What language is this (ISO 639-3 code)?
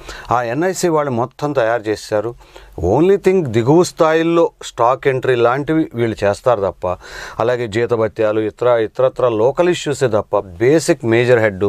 tel